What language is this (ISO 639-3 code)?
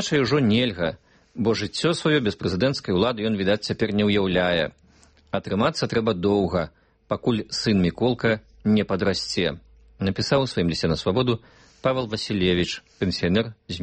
bel